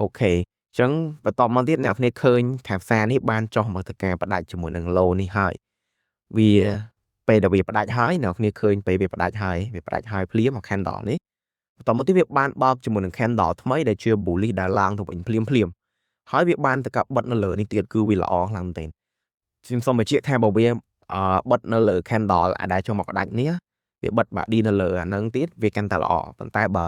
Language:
Khmer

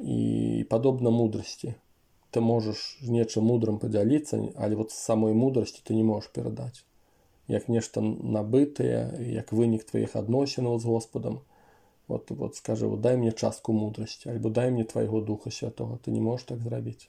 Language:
Belarusian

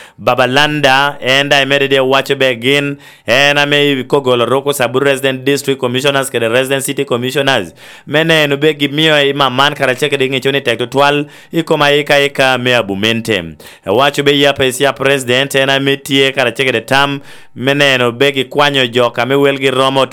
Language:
Lango (Uganda)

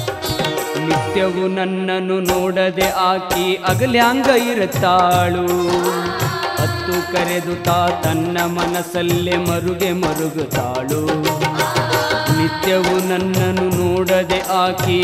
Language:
Kannada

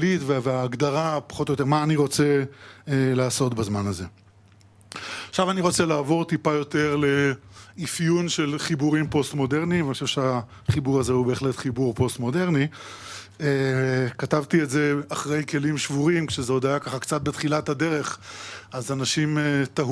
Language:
Hebrew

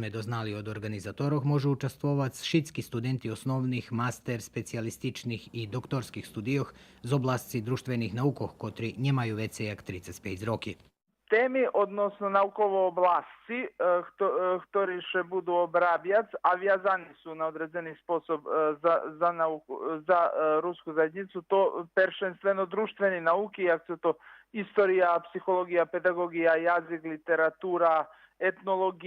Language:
Rusyn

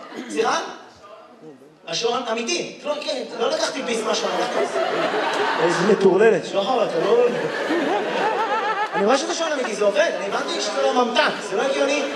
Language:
Hebrew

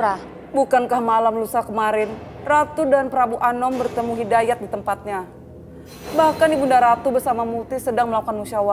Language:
Banjar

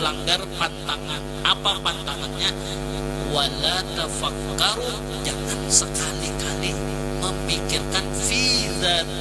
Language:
Banjar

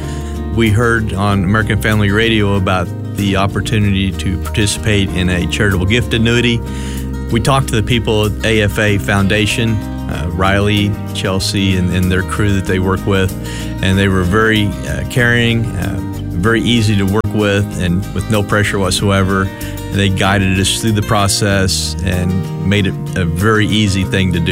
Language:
English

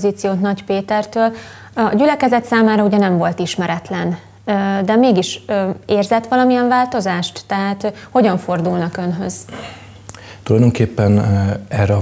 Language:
Hungarian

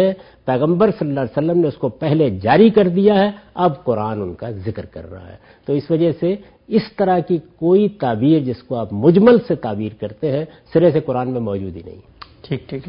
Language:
Urdu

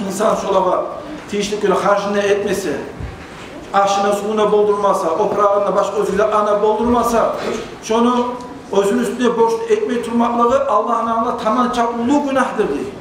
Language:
Kumyk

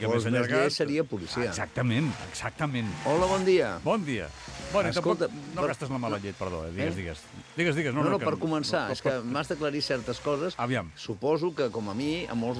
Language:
Catalan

